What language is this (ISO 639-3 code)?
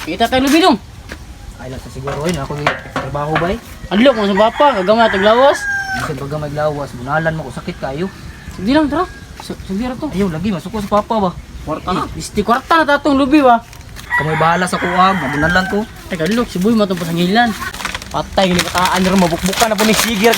ceb